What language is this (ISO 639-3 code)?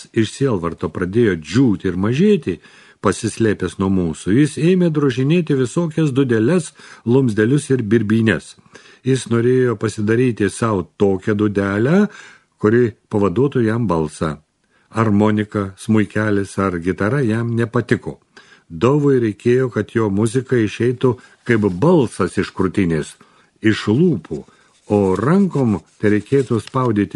lit